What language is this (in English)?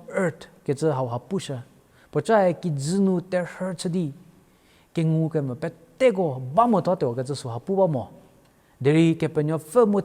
Angami Naga